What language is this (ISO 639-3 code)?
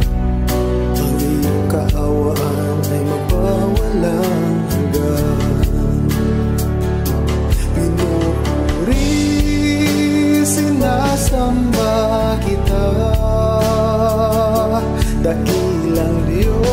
fil